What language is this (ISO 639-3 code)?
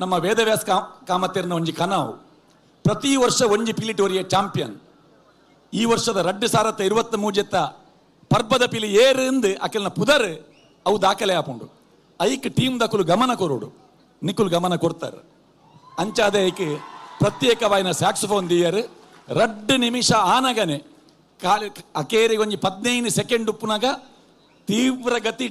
tcy